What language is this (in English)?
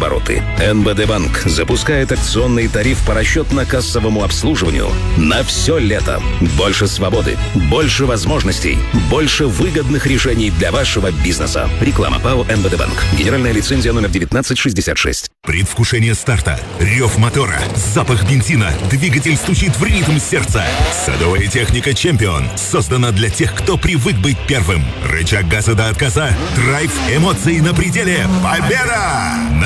Russian